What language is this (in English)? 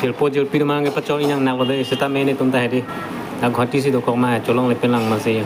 Karbi